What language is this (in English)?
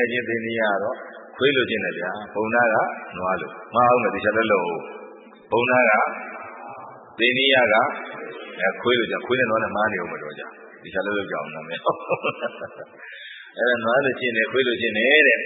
Burmese